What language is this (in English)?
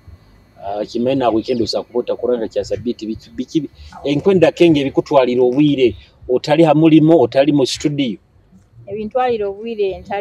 Nyoro